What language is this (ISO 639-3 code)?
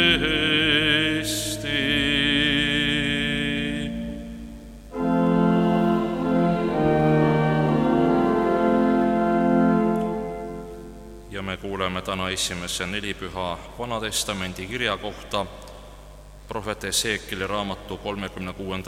est